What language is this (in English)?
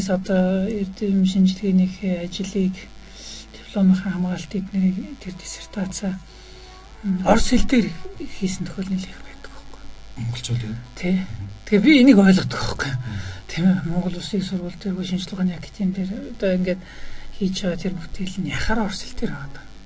Mongolian